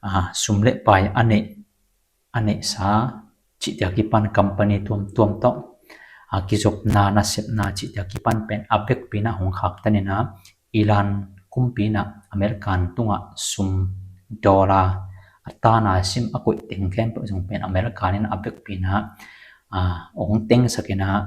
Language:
Tedim Chin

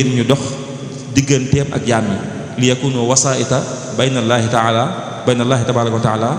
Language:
Wolof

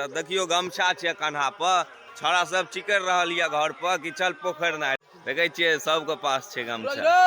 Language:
Maithili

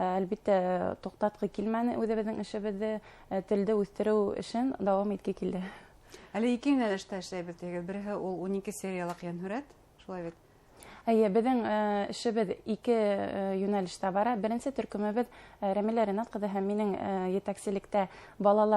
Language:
Bashkir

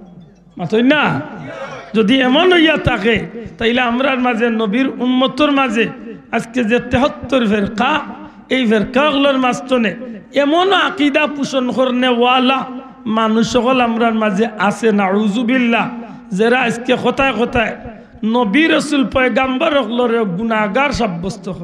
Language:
Sylheti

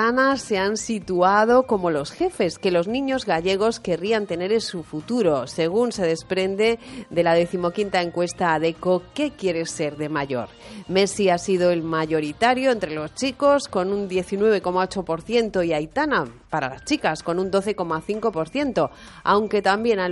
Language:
Spanish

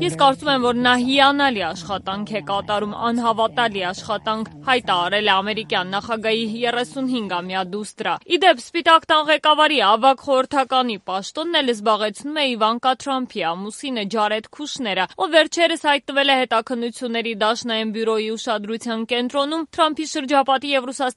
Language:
Armenian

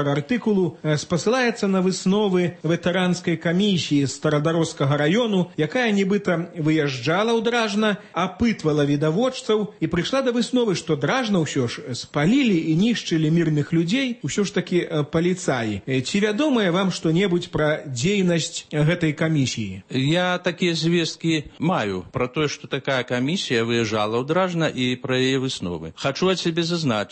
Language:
Belarusian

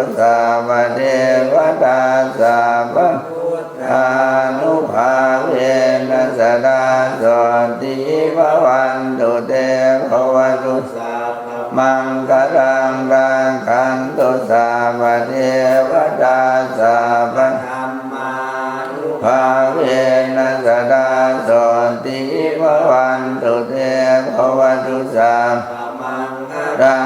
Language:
Pali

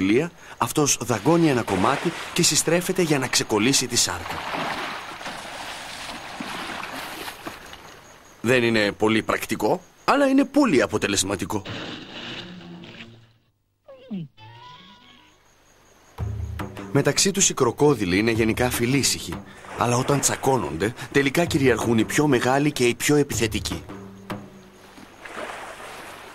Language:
Greek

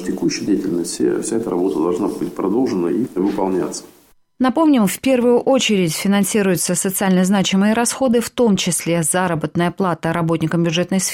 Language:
Russian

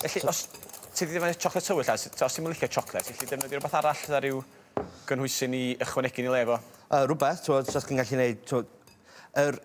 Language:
Welsh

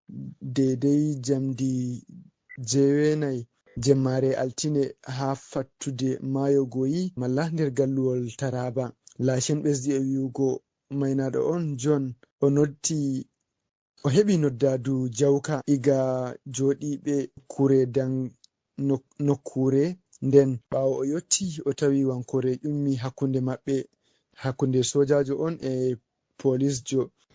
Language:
Fula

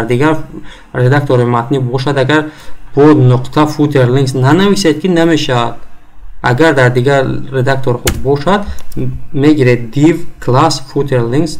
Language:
Tajik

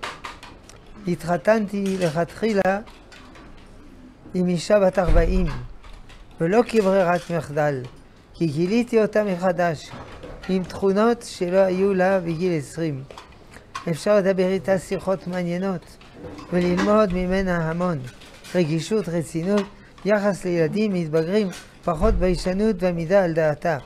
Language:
Hebrew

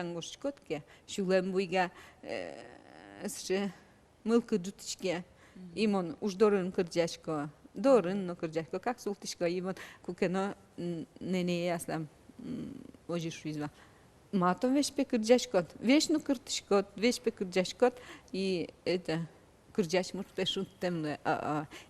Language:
Udmurt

